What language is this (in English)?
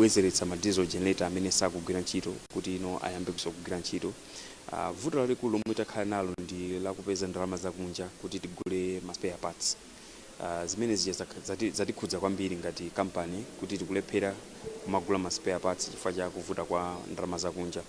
Nyanja